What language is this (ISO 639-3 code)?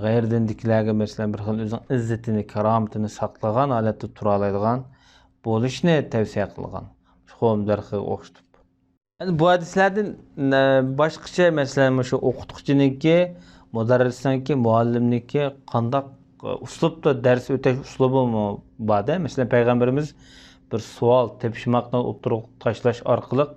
uig